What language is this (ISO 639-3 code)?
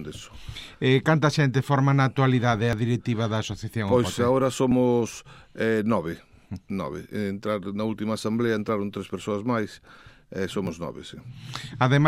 glg